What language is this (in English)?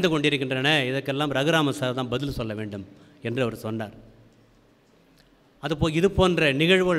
Tamil